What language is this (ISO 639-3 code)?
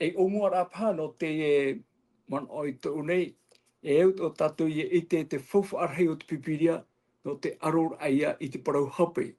tah